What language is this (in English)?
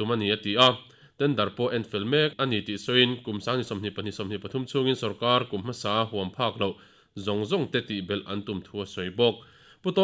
Mizo